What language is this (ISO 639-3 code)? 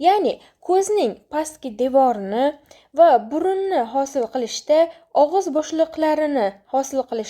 uzb